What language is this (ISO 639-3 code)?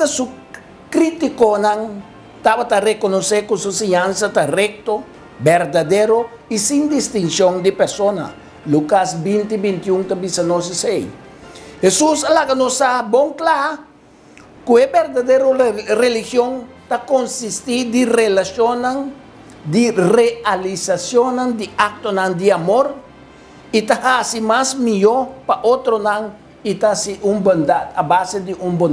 pap